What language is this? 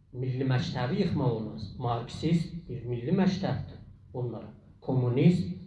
South Azerbaijani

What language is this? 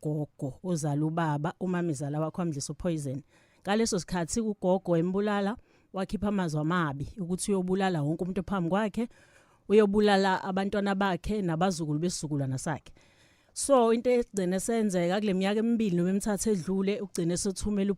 Zulu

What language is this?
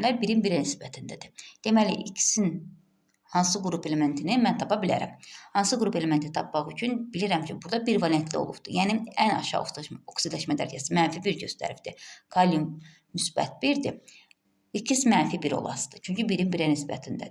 Azerbaijani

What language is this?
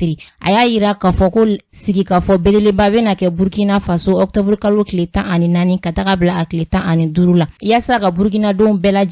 Bambara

